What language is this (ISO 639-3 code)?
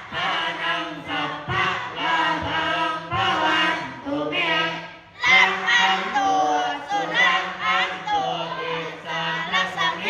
pli